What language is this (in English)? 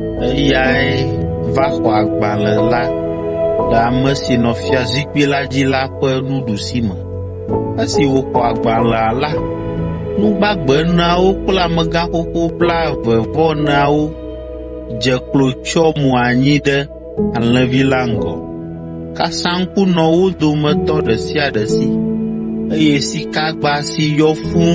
Ewe